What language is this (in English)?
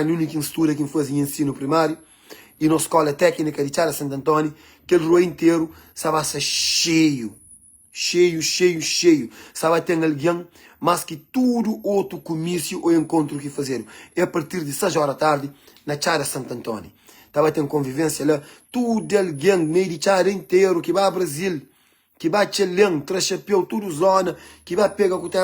Kabuverdianu